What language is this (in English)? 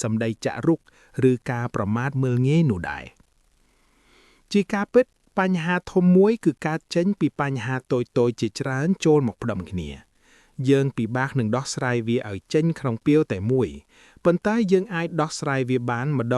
Khmer